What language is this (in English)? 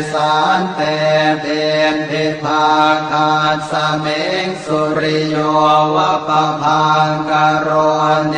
Pali